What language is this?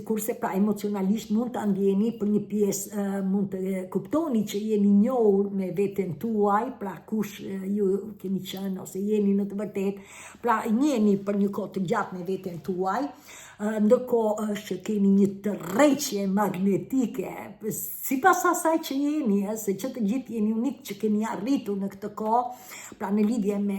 Albanian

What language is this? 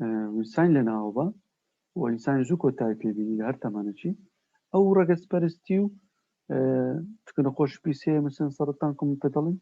Central Kurdish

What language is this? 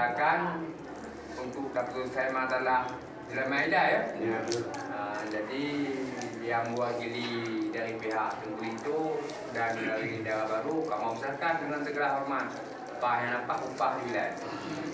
Achinese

